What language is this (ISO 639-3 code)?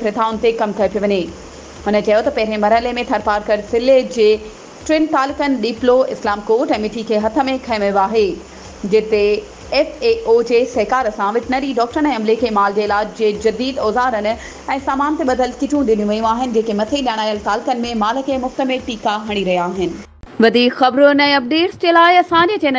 snd